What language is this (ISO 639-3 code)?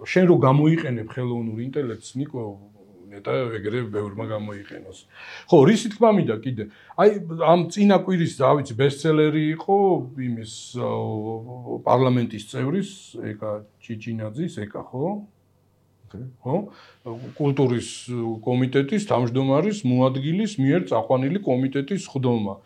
kat